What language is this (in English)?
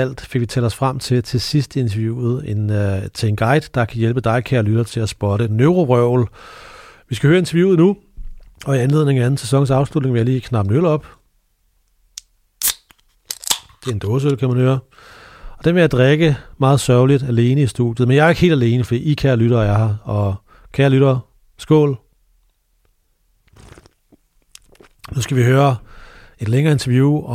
Danish